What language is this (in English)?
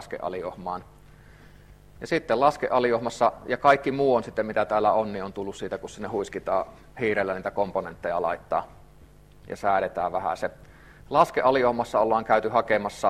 Finnish